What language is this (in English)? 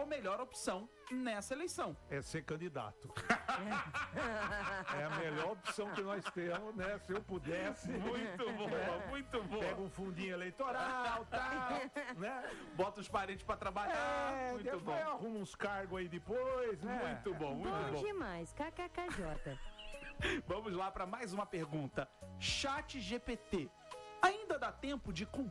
Portuguese